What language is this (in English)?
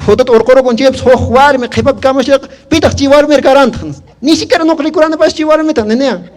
Quechua